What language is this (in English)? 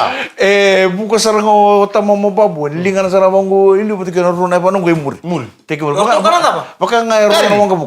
Fijian